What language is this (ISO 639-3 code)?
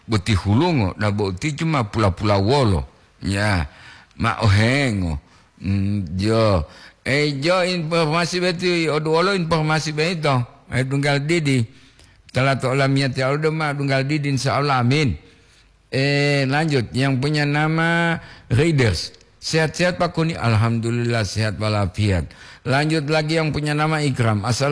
gor